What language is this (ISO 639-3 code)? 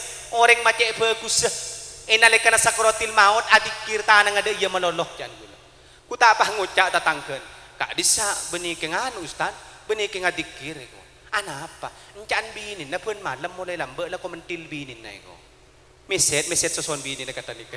mad